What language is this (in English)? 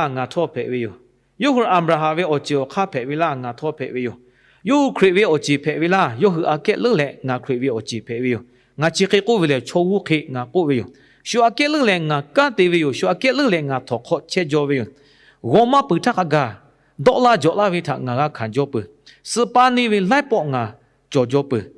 Lahu